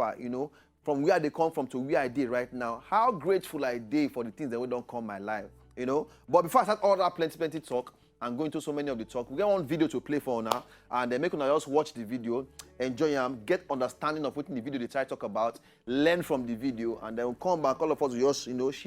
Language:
Nigerian Pidgin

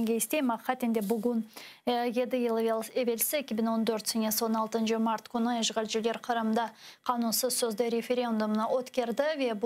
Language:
Crimean Tatar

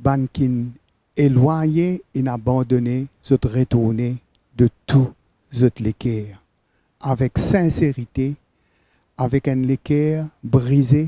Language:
Morisyen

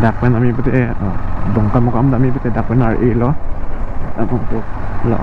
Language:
Karbi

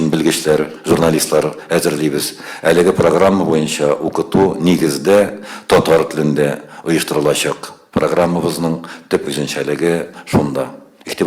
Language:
Tatar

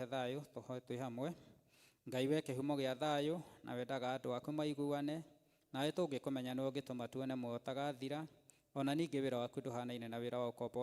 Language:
Kikuyu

